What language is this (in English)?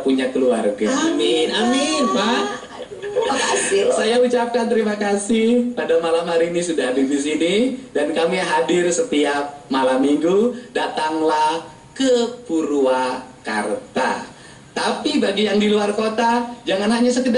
Indonesian